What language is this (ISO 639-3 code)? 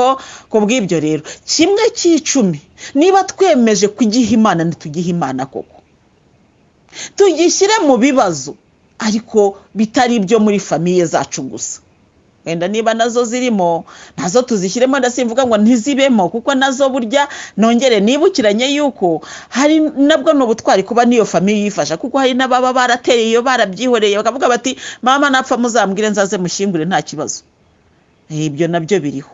kin